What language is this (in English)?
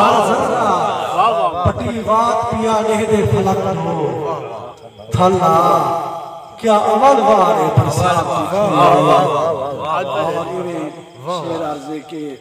Saraiki